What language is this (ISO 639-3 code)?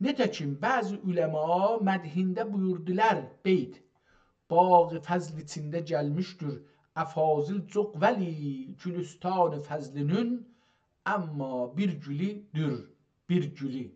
azb